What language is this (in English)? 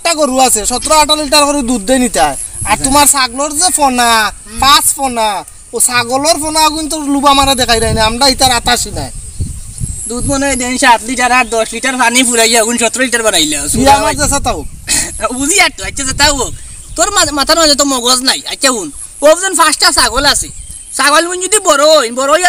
Sylheti